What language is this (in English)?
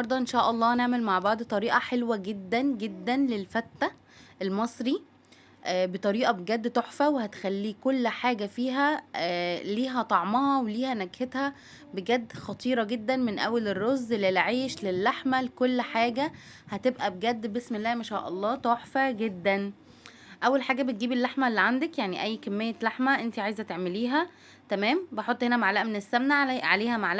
Egyptian Arabic